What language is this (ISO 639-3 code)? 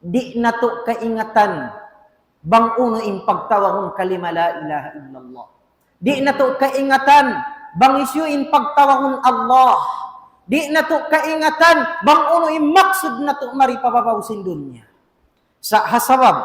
tsg